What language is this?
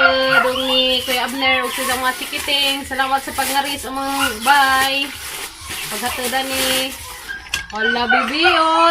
Cebuano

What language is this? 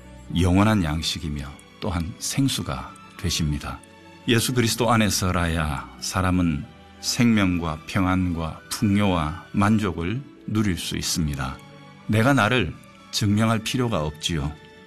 Korean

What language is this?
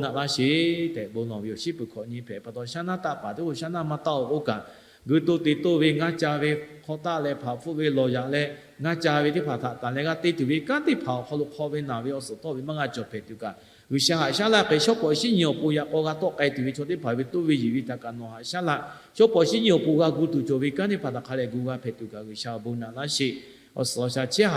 Lahu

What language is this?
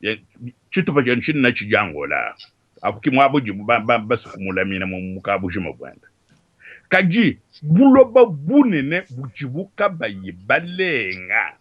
Luba-Lulua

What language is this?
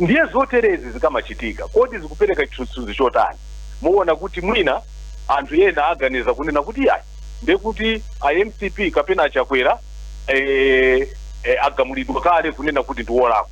Nyanja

